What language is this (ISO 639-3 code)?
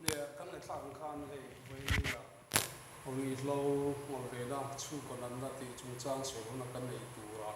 lus